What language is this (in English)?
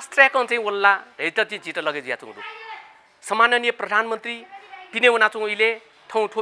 Newari